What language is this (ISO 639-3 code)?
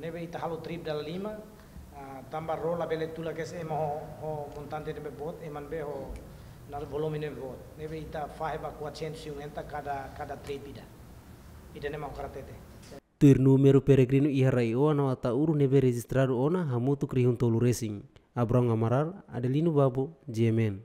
tet